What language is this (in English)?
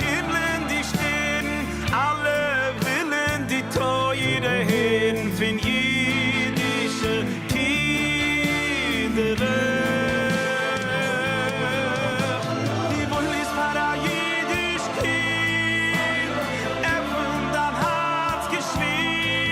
Yiddish